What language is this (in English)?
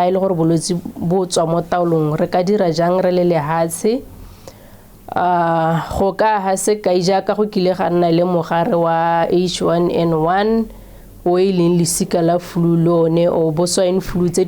Tswana